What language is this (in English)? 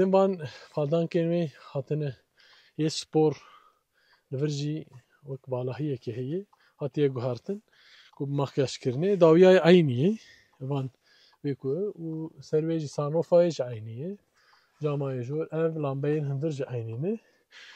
Kurdish